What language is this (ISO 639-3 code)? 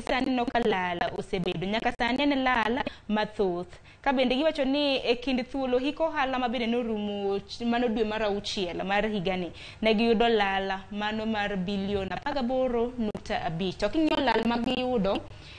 luo